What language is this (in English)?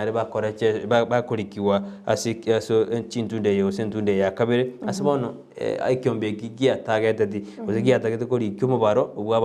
Gusii